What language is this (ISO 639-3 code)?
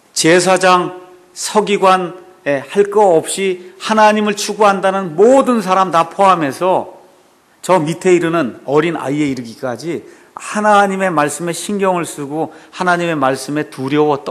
kor